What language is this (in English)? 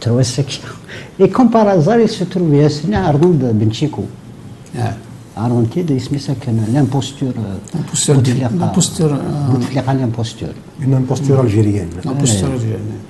Kabyle